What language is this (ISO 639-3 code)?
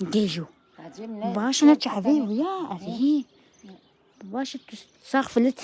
kur